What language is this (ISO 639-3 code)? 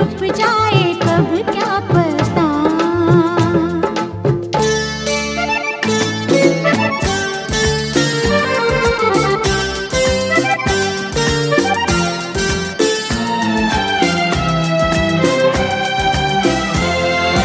hin